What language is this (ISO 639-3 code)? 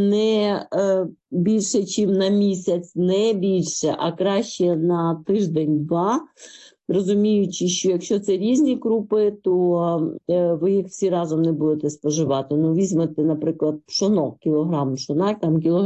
ukr